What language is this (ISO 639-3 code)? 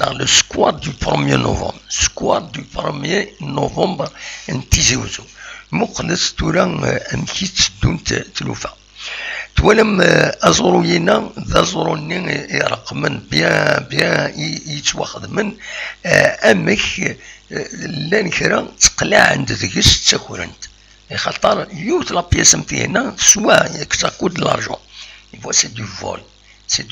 kab